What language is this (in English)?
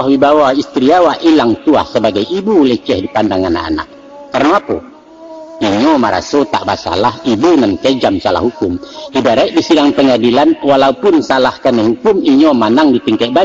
Minangkabau